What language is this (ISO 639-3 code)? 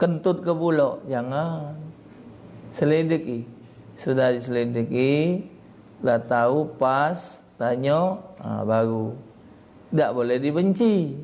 mui